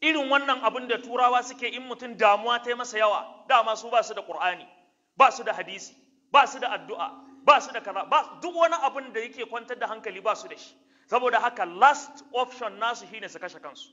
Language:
Hausa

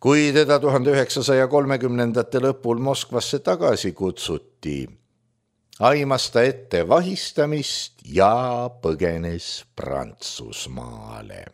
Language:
Estonian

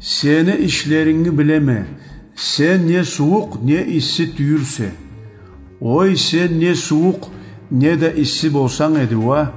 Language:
Karachay-Balkar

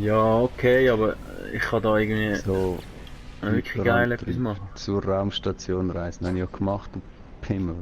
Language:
Swiss German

